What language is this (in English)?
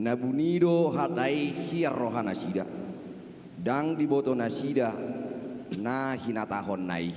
Batak Toba